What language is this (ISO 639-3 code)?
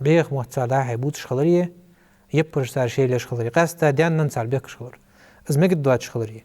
inh